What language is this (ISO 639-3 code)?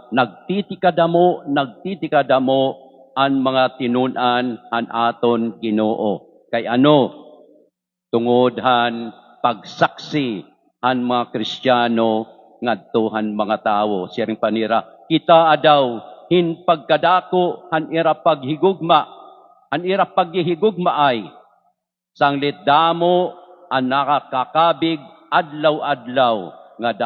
war